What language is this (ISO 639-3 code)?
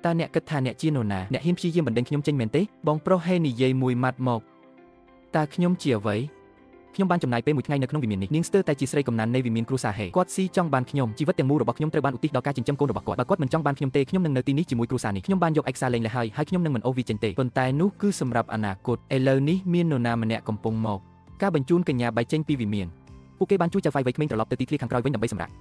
khm